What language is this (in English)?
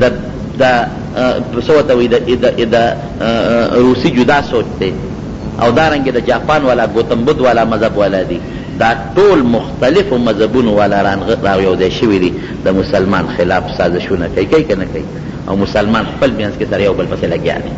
Pashto